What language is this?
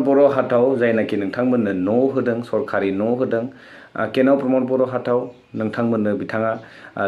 Bodo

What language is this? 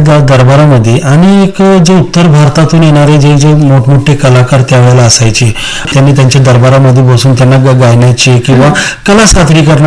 Marathi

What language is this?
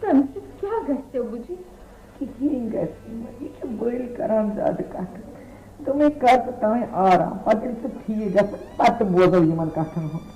Kashmiri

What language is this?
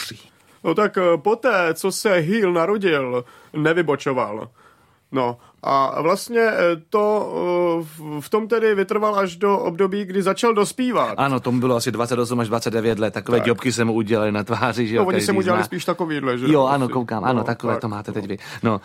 Czech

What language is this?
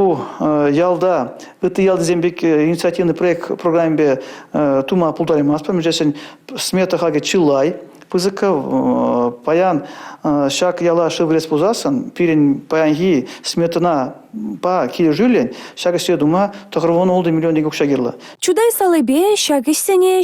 Chuvash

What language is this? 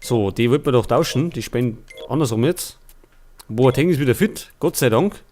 Bavarian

